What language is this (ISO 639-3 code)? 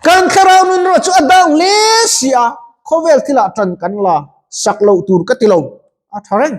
lus